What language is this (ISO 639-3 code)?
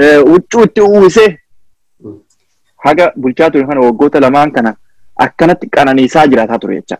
orm